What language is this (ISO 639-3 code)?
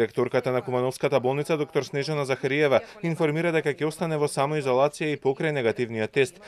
mkd